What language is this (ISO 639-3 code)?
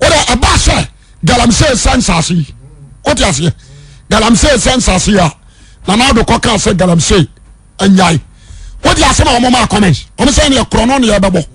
aka